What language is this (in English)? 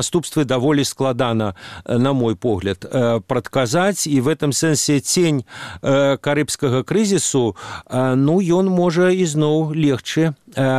Belarusian